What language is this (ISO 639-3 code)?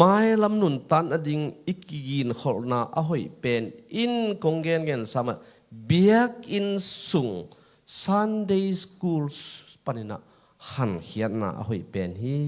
ctd